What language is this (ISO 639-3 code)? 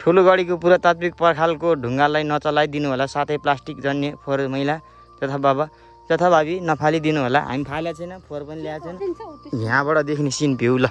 nep